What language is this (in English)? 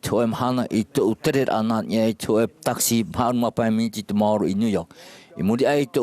Tahitian